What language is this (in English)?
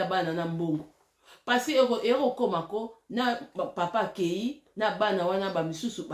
Lingala